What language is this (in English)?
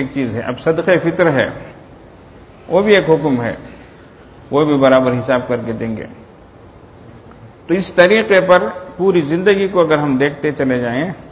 Urdu